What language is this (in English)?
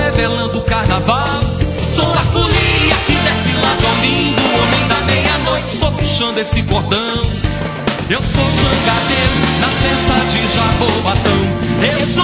Portuguese